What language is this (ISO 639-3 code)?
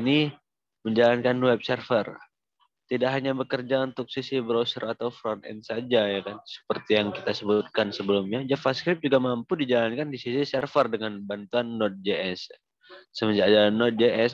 ind